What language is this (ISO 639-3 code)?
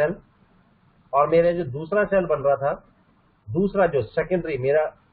hin